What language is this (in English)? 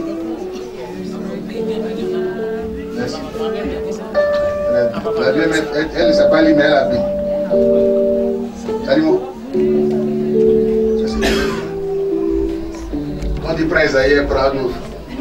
French